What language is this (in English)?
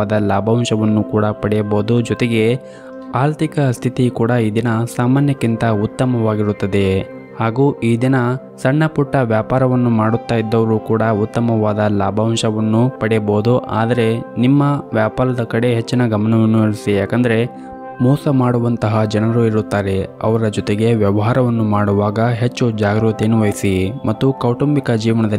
Kannada